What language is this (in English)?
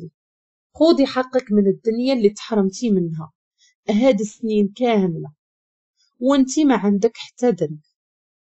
Moroccan Arabic